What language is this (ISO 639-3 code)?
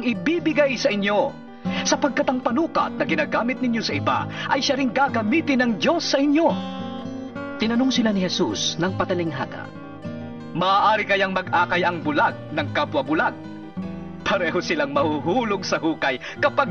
fil